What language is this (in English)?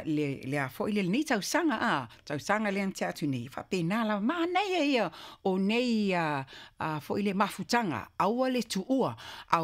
Samoan